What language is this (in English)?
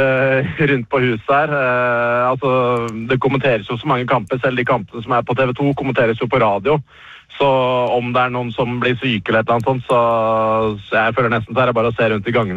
Norwegian